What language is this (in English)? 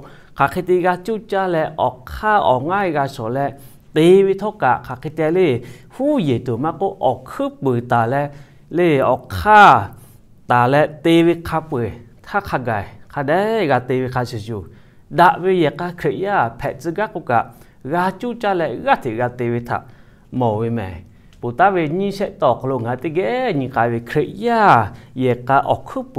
Lahu